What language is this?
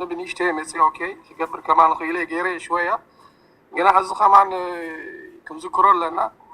Tigrinya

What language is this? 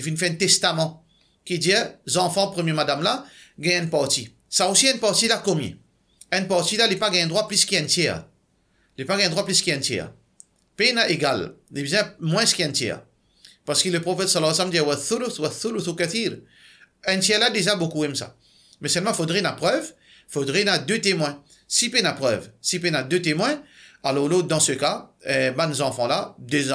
Morisyen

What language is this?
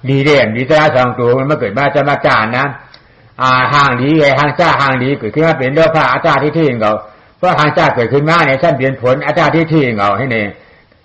Shan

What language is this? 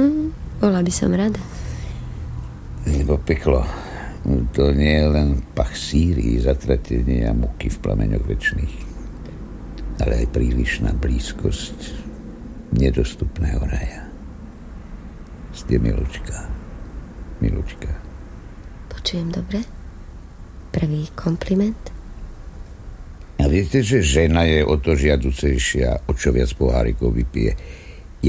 Slovak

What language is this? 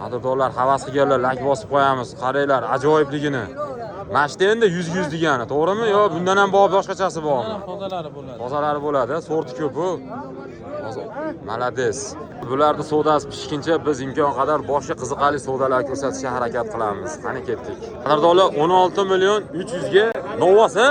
Uzbek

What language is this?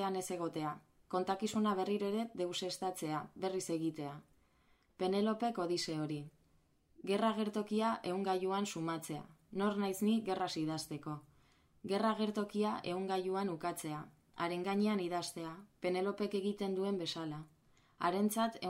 Basque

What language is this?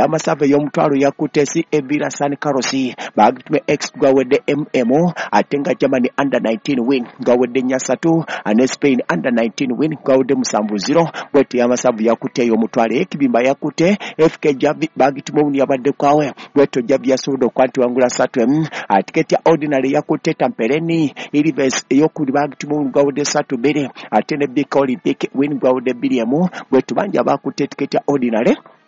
Ganda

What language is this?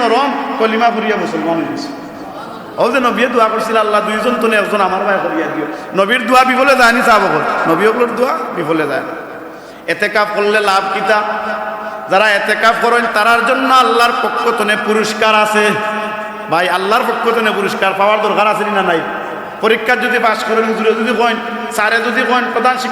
Sylheti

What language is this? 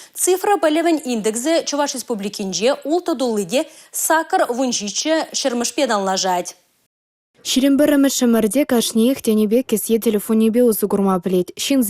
Chuvash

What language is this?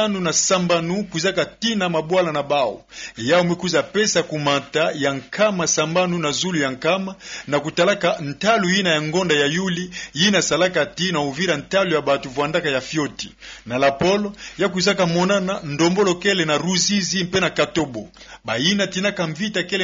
Kituba (Democratic Republic of Congo)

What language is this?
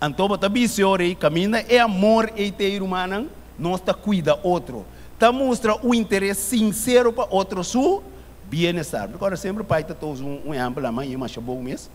Papiamento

